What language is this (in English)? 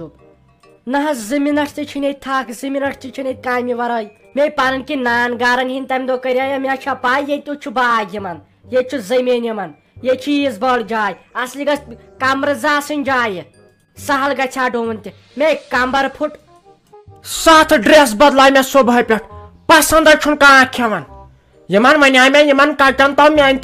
Kashmiri